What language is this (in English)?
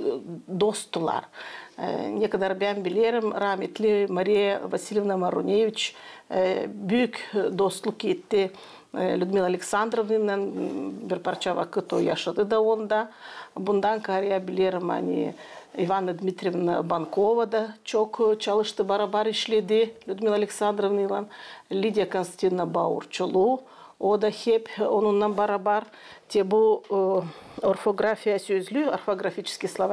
Gagauz